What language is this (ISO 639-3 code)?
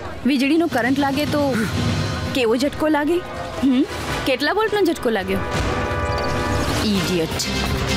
guj